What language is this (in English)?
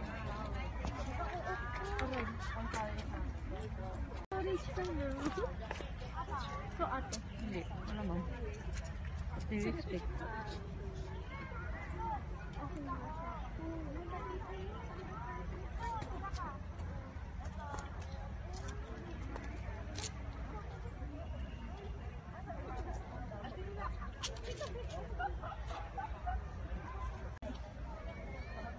Filipino